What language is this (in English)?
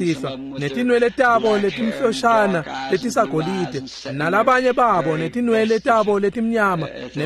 Swati